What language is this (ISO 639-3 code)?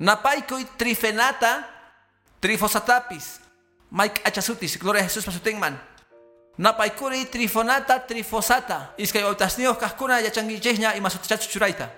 que